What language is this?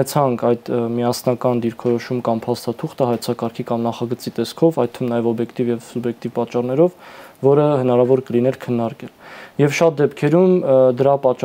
Armenian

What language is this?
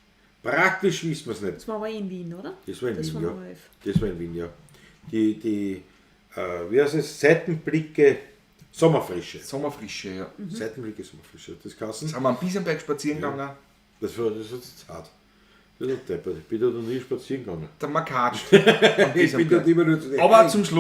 Bavarian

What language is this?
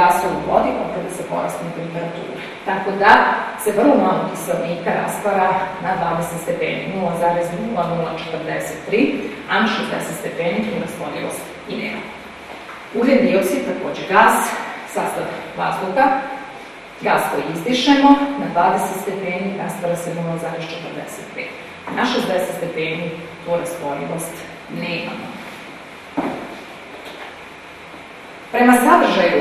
Serbian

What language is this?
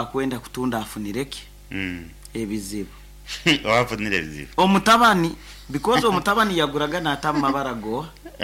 Nyankole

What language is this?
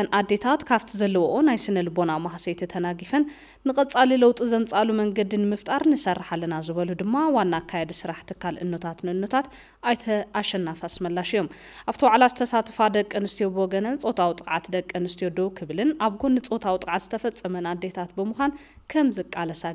Tigrinya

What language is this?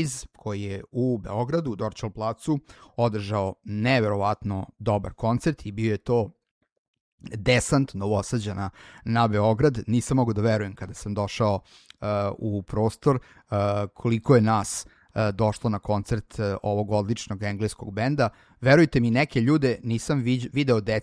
Serbian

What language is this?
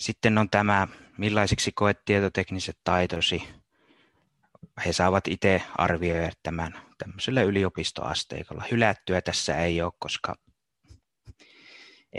Finnish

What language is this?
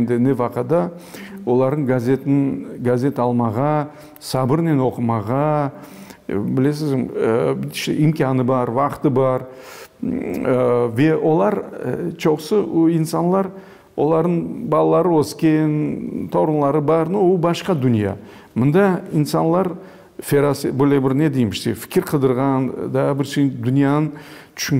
Crimean Tatar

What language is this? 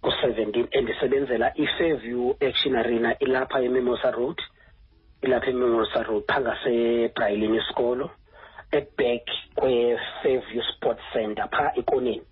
Xhosa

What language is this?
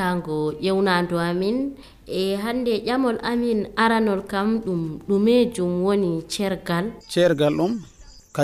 Nigerian Fulfulde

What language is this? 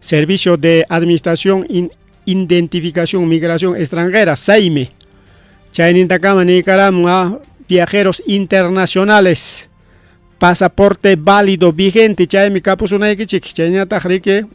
Ayacucho Quechua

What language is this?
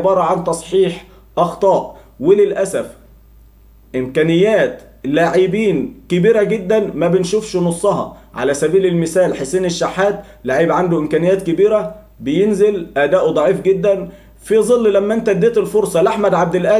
Egyptian Arabic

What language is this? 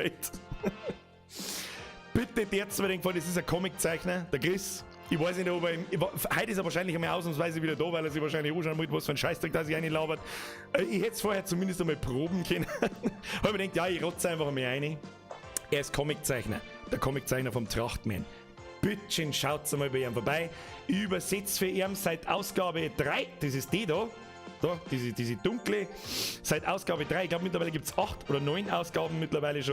Bavarian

